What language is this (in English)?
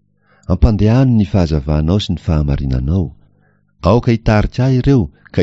Malagasy